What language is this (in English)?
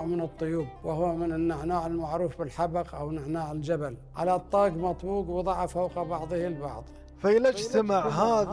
Gulf Arabic